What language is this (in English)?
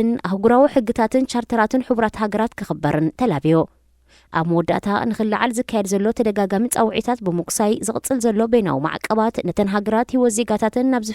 Tigrinya